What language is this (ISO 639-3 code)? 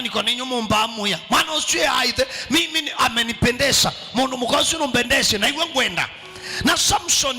kam